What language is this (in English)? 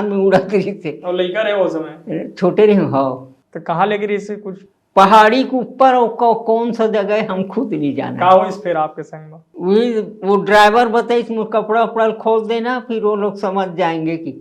Chhattisgarhi